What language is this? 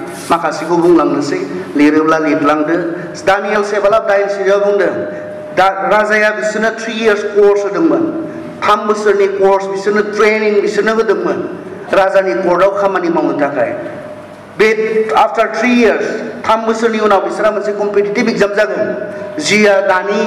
Bodo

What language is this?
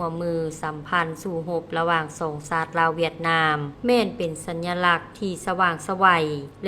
Lao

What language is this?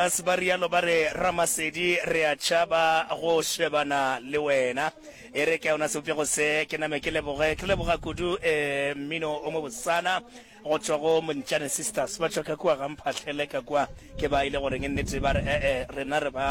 Northern Sotho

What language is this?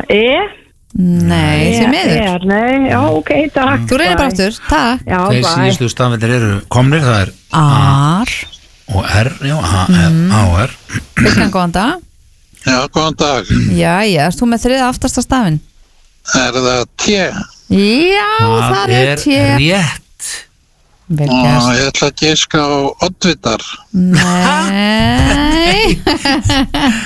Icelandic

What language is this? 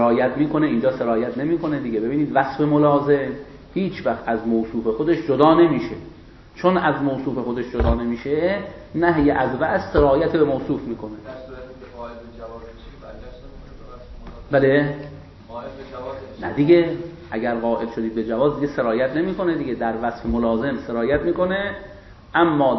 Persian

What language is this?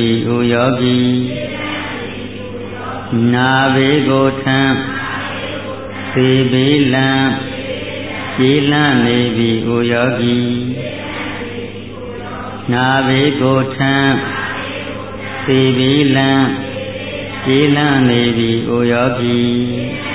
Burmese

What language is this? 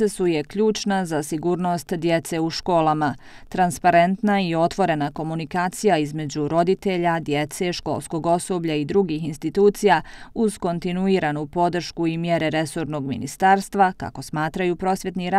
Bosnian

